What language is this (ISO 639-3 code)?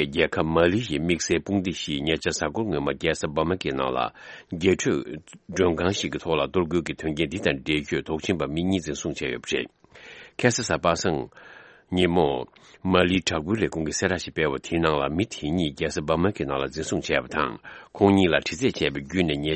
bod